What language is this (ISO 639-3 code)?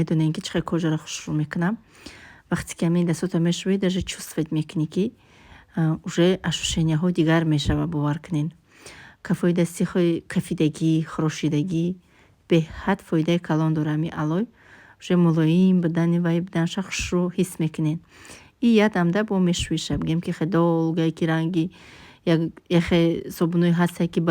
tgk